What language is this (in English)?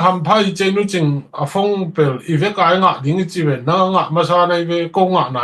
Tedim Chin